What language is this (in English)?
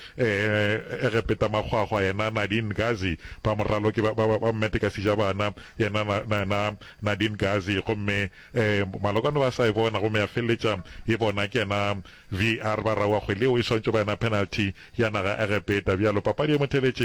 Northern Sotho